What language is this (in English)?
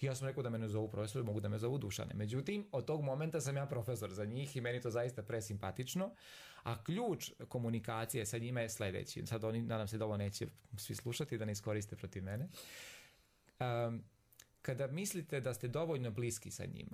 Serbian